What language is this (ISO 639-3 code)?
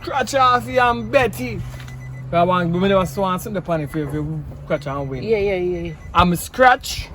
jam